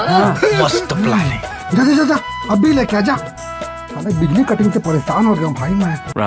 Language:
Chhattisgarhi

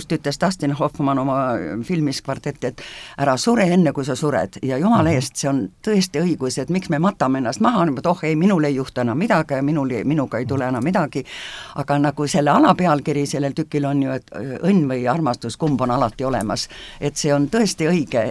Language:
Estonian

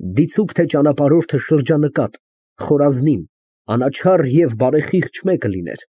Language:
Armenian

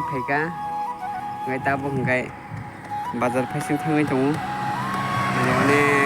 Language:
Kok Borok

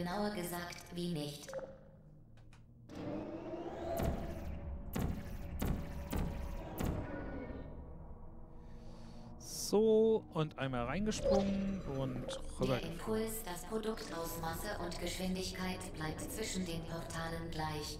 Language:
German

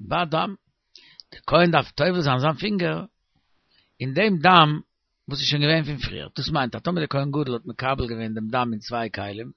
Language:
Yiddish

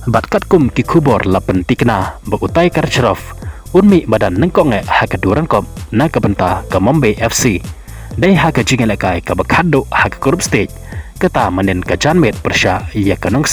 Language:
Khasi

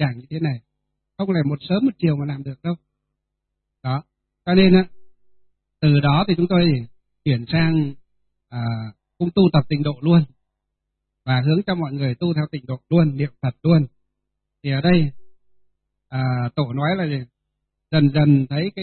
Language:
Vietnamese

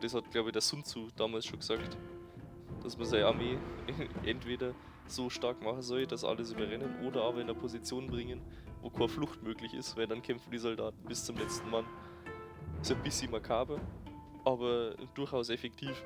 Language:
Bavarian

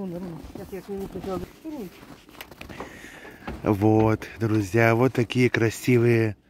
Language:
Russian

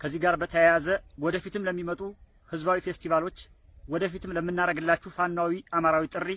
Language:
Amharic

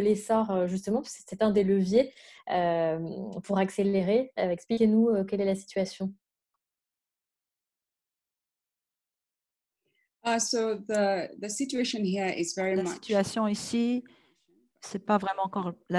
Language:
French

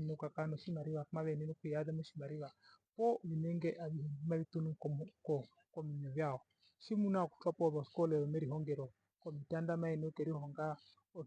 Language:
Herero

